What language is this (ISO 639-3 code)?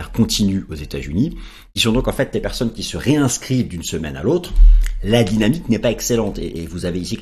fra